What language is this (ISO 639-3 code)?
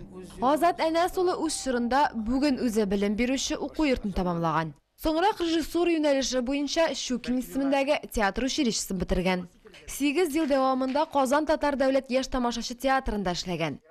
tat